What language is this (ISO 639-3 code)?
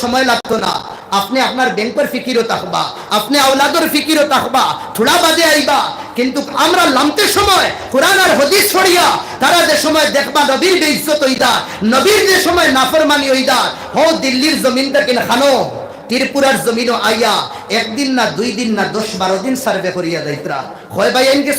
syl